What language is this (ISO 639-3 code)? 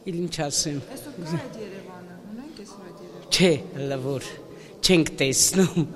hye